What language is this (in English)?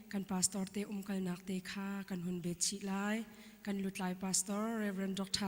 Hakha Chin